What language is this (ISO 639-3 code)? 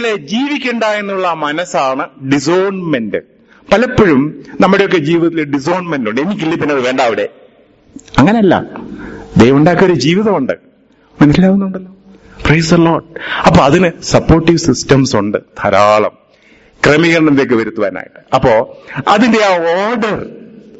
mal